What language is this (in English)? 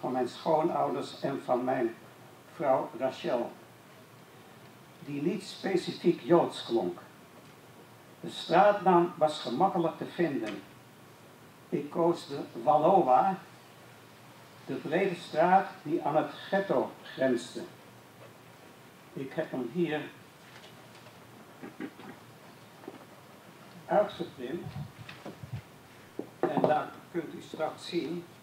Dutch